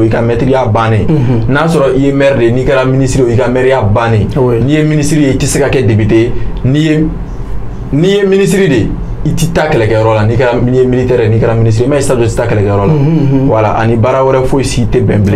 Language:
Bambara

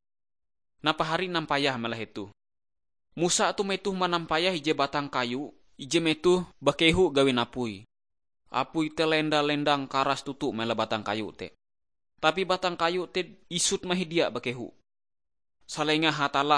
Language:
Ngaju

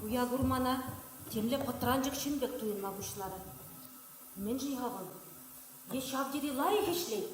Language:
Chuvash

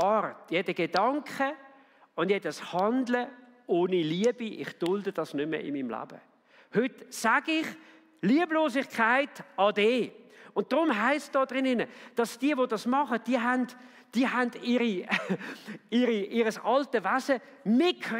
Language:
Swiss German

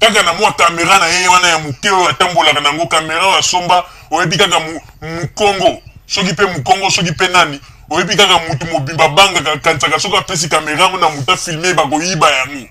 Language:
Lingala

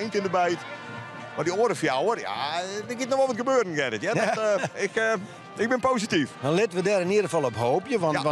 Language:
Western Frisian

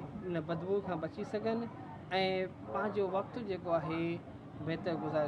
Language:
Sindhi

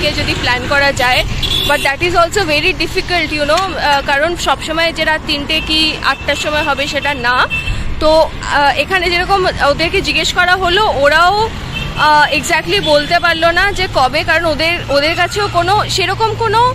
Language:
Bangla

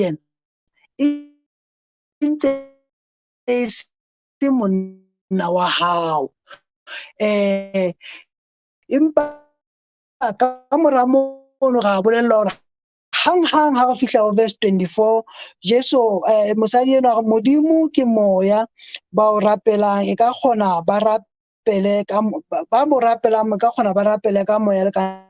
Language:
Southern Sotho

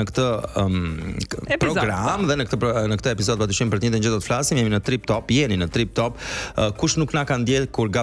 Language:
Albanian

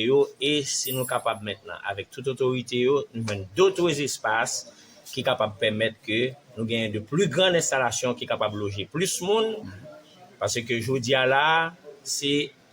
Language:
Haitian Creole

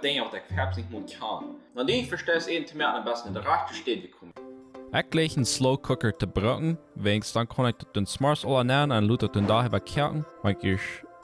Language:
Plautdietsch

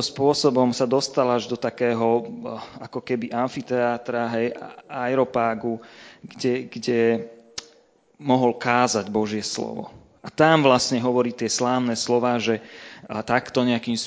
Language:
Slovak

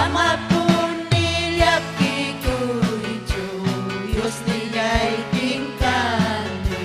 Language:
Ayacucho Quechua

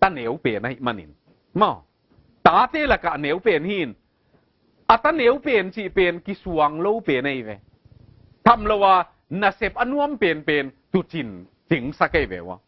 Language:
Tedim Chin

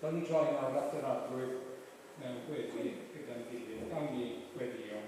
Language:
Welsh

